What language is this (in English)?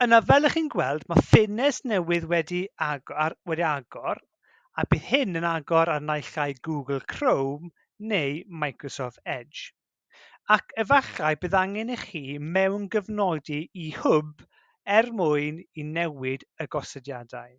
Welsh